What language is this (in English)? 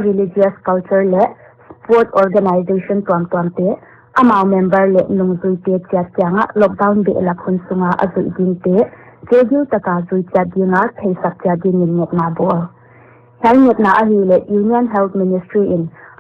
Paite Chin